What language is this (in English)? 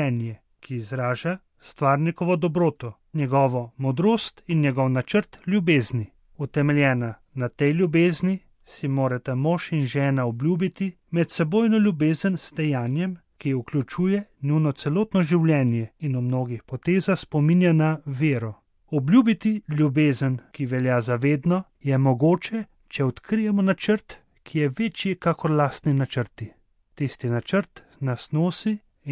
Slovenian